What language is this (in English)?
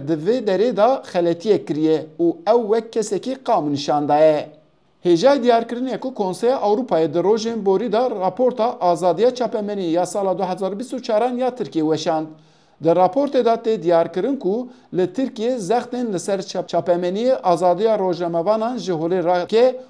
Kurdish